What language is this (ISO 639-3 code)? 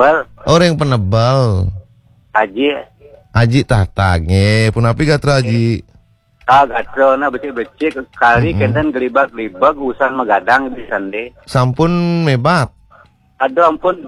ban